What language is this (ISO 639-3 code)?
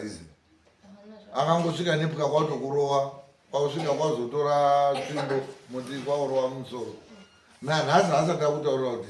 sna